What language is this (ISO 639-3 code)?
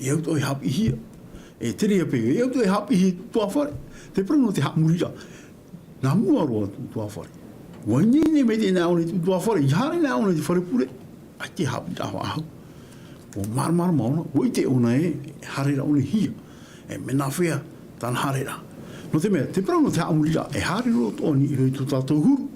tah